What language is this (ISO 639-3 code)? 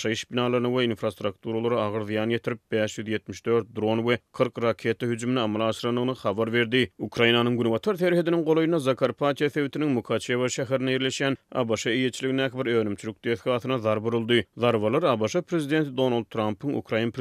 tuk